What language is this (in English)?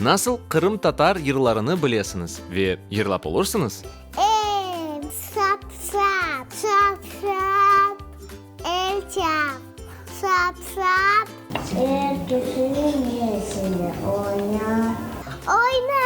Crimean Tatar